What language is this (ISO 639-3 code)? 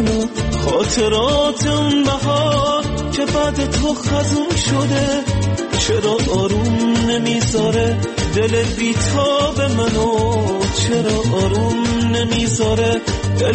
fas